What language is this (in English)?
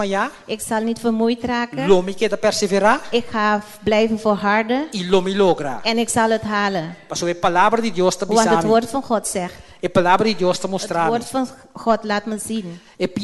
Papiamento